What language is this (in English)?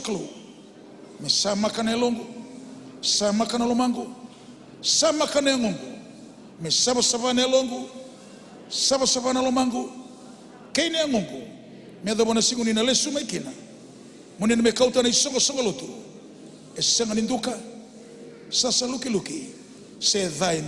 Fijian